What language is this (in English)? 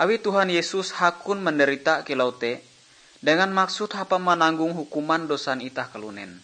Ngaju